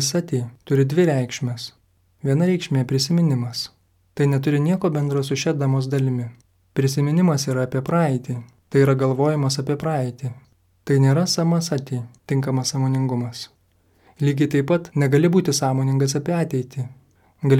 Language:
Lithuanian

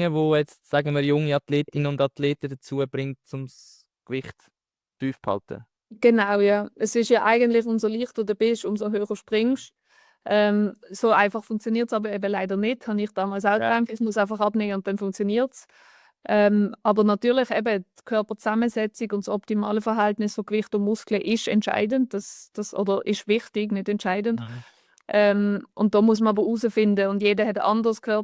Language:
Swiss German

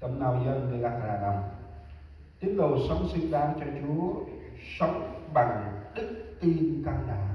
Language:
Central Mnong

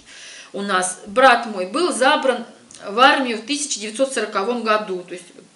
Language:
Russian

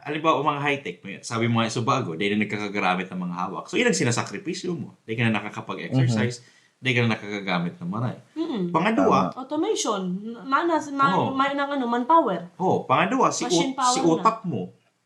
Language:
Bikol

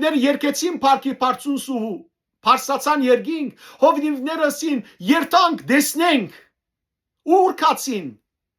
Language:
Western Armenian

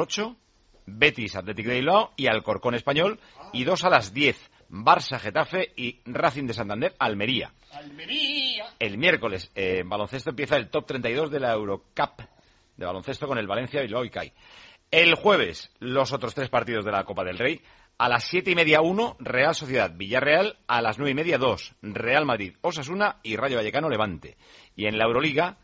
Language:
Spanish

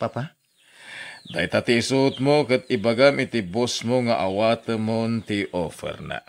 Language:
Iloko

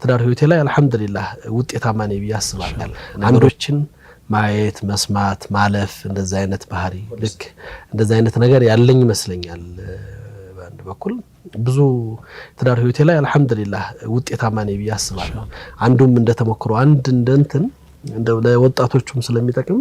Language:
Amharic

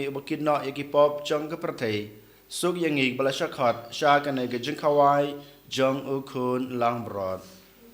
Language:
Khasi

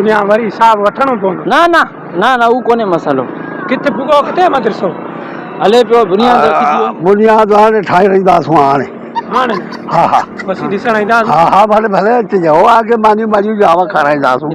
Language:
Sindhi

